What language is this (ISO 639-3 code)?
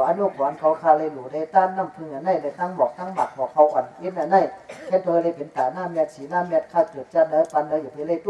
shn